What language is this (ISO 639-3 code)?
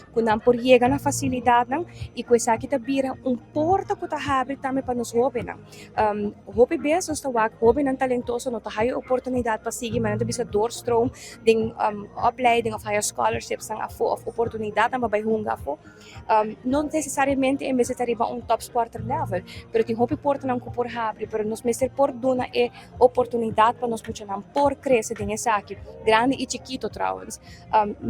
pap